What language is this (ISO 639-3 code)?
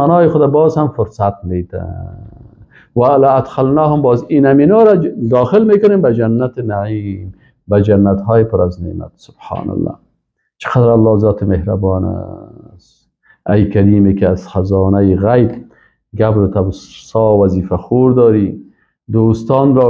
fas